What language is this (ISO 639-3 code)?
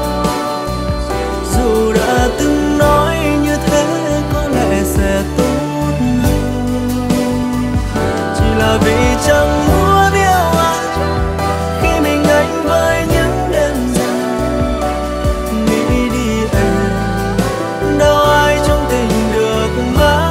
vie